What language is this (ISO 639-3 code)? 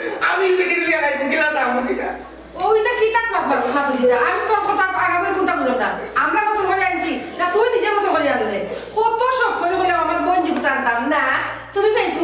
syl